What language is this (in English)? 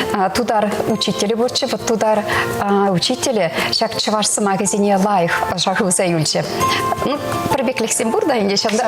Chuvash